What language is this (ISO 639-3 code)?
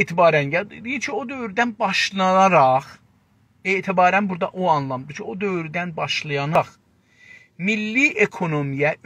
azb